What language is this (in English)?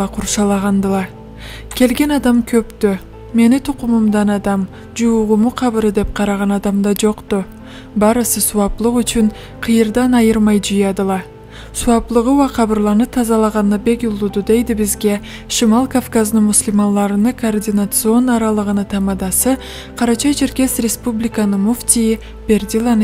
Karachay-Balkar